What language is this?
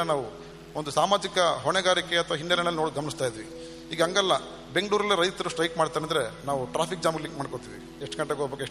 Kannada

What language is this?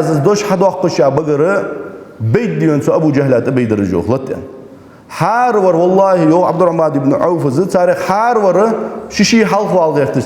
Ingush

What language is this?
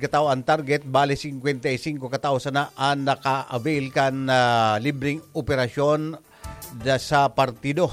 Bikol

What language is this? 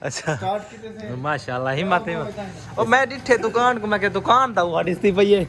Saraiki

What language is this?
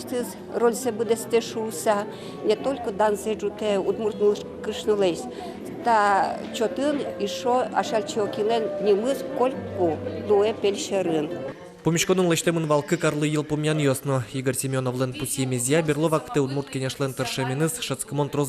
Udmurt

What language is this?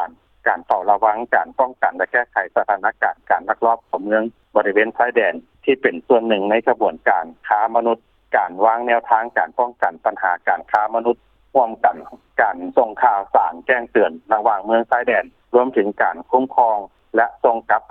Lao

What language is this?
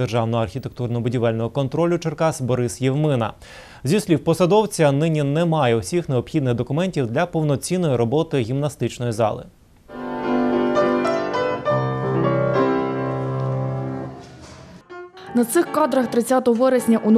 Ukrainian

